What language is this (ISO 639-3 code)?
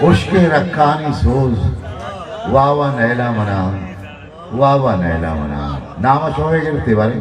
bgp